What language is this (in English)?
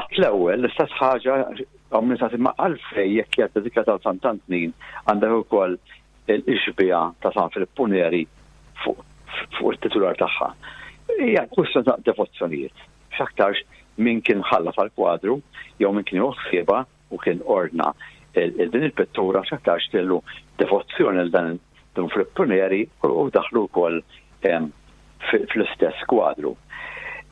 Maltese